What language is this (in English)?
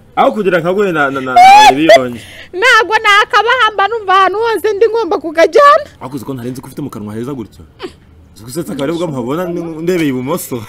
Kinyarwanda